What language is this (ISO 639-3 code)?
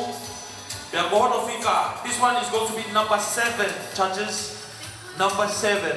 ton